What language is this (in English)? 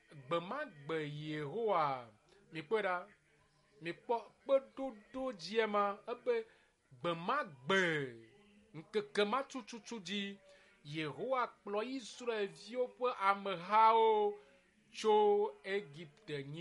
Ewe